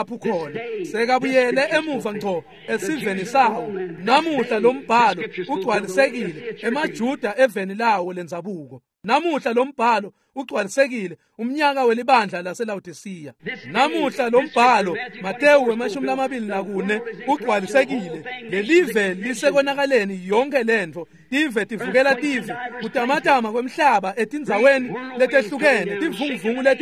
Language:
Swati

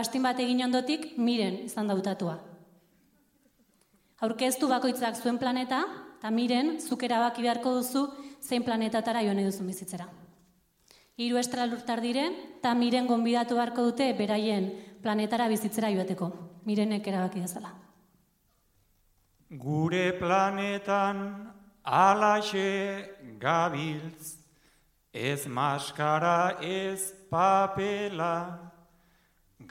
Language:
Basque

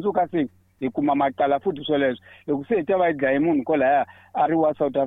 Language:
Tsonga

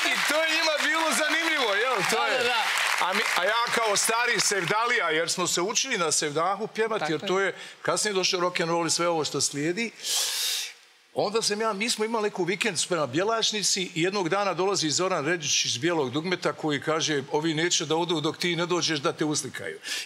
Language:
Serbian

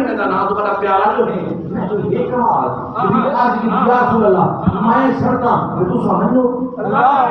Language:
Saraiki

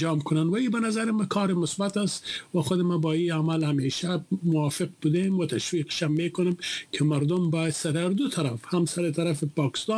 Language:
Persian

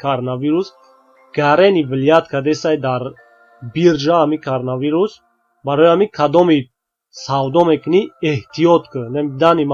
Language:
Tajik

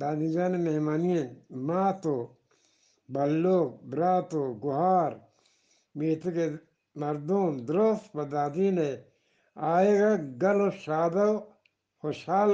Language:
Eastern Balochi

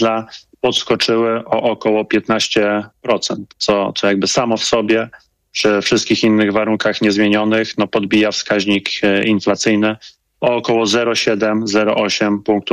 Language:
Polish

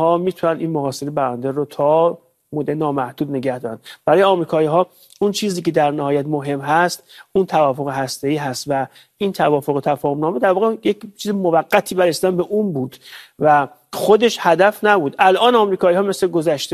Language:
Persian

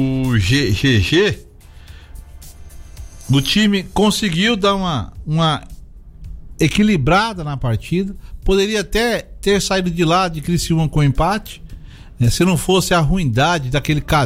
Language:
Portuguese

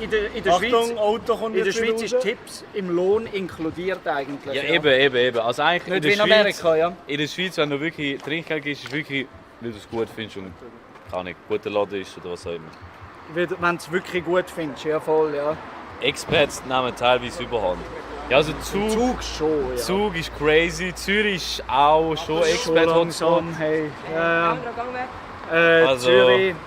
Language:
Swiss German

